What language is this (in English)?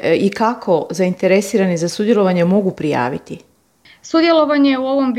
Croatian